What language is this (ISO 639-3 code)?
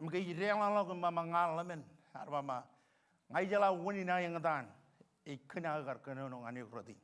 mah